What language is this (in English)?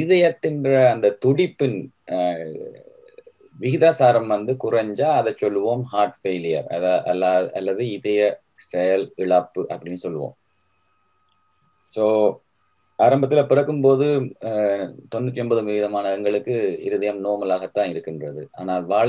Tamil